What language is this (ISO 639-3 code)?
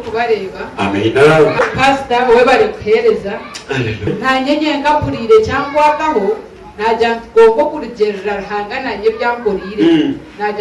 nyn